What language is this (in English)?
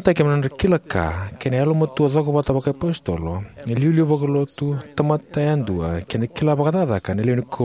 Fijian